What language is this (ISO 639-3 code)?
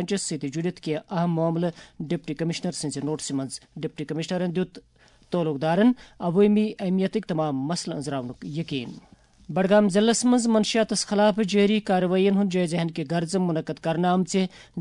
kas